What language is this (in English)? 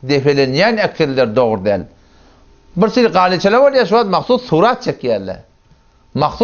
Turkmen